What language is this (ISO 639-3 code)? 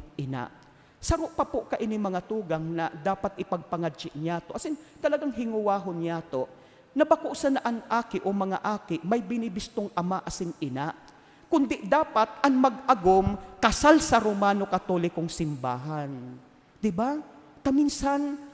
bik